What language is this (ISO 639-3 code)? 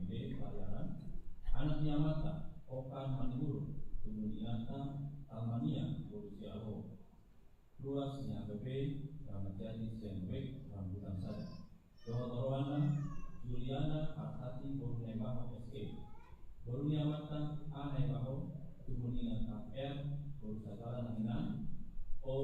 bbc